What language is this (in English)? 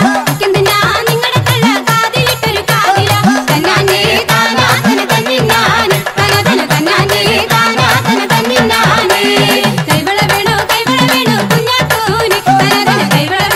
Malayalam